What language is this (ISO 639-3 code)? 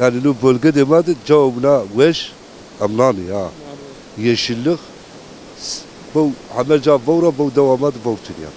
zza